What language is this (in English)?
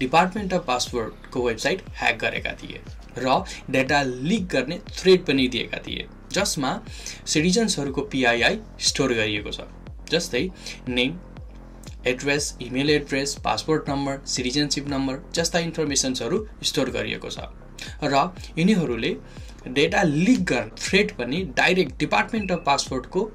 Nepali